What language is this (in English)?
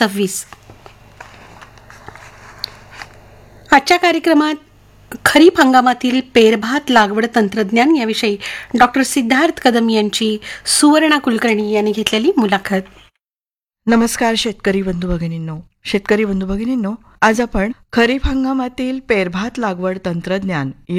Marathi